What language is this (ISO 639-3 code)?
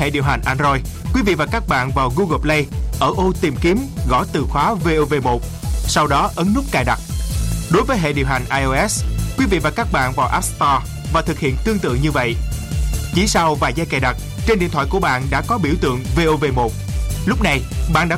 vie